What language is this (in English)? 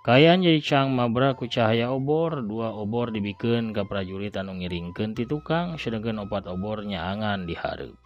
Sundanese